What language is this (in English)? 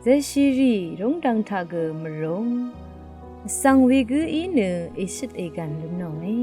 Rawang